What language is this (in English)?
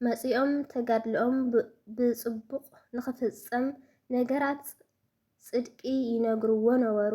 Tigrinya